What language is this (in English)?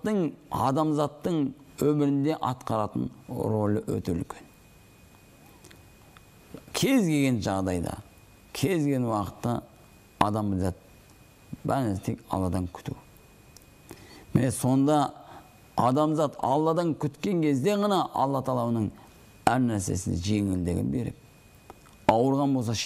Kazakh